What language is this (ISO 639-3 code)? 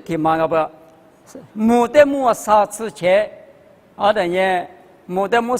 lis